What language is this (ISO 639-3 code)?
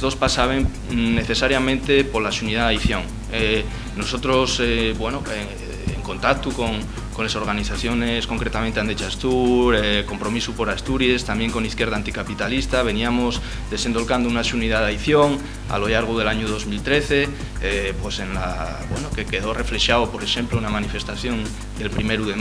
ast